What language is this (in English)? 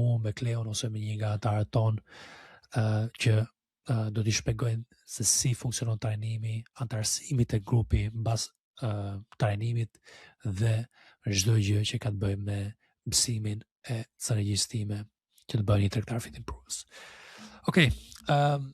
Albanian